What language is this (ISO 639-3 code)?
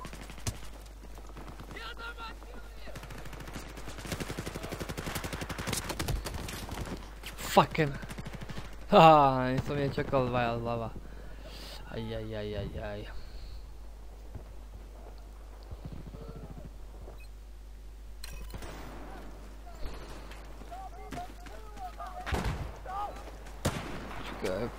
slk